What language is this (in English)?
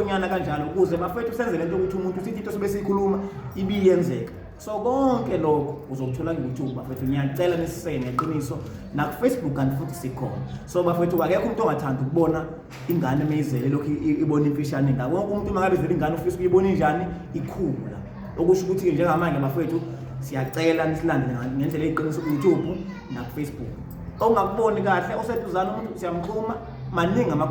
Zulu